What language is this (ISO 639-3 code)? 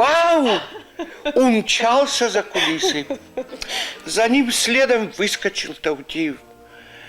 oss